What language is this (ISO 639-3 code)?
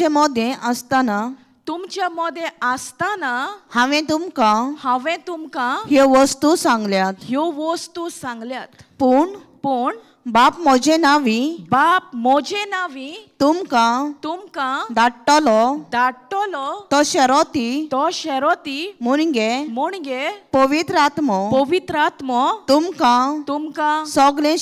kok